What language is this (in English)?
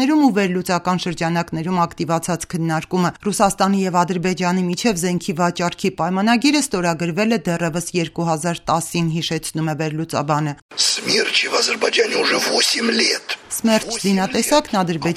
Armenian